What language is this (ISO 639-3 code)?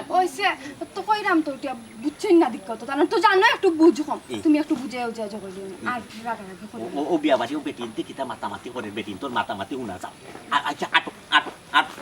syl